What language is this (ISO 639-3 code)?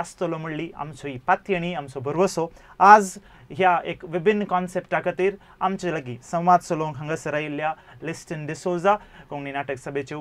kok